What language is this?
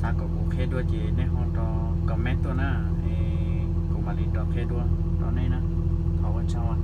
Hmong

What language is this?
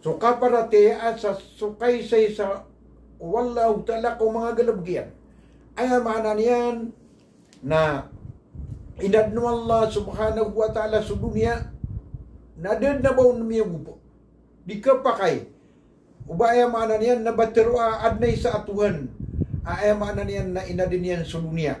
Maranao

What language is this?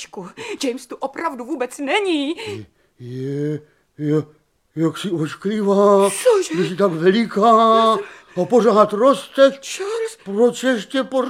Czech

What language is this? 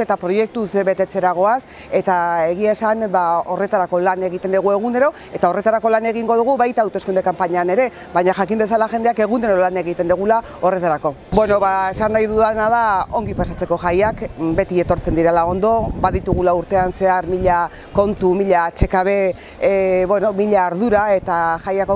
Basque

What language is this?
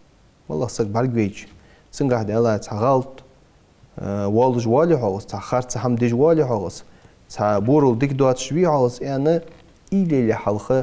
Ingush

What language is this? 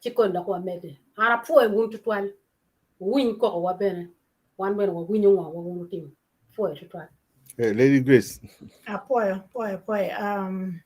Acoli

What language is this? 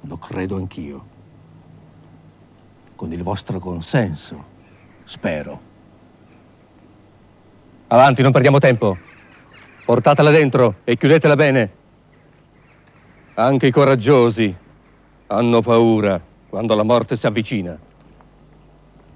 Italian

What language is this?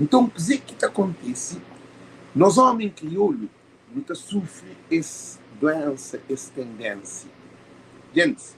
Kabuverdianu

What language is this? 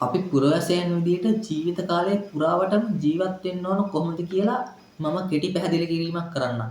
Sinhala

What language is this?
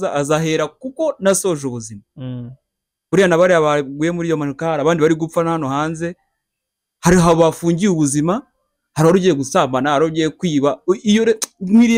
Kinyarwanda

